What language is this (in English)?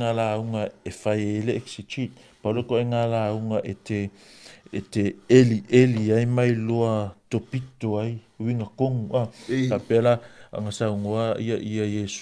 Samoan